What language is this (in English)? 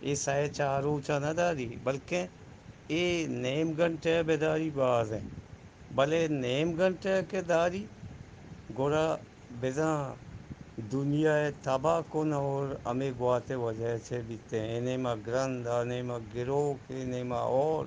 Eastern Balochi